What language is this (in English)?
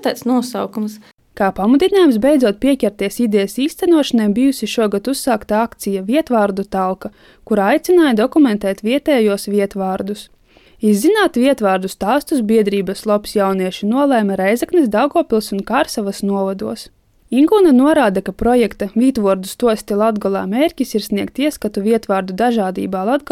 Latvian